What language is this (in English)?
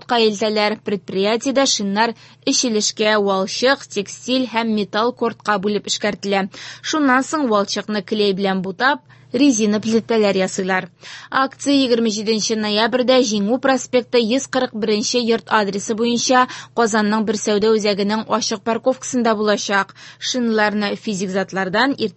Tatar